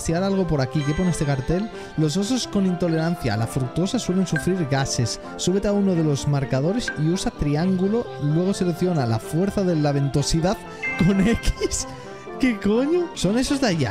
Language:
Spanish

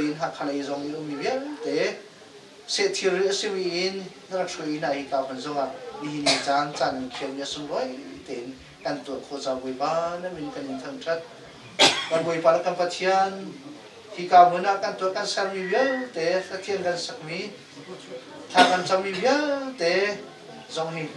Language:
Hakha Chin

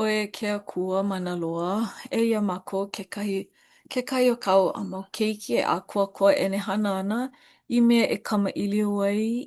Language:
Hawaiian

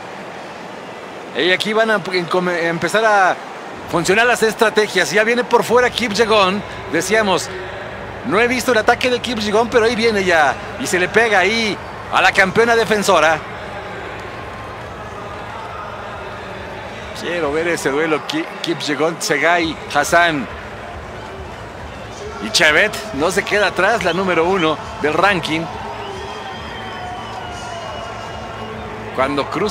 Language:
Spanish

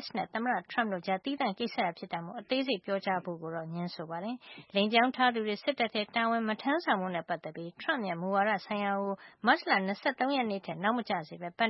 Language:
Burmese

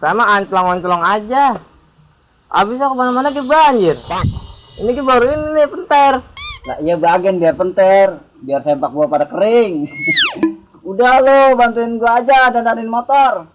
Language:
Betawi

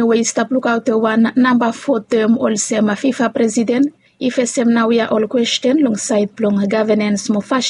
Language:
Bislama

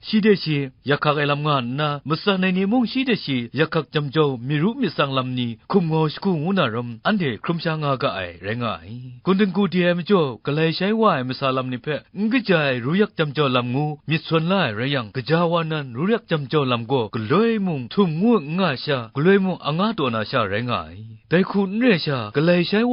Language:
Kachin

